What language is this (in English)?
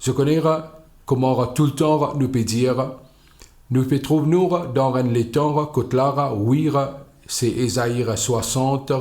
Morisyen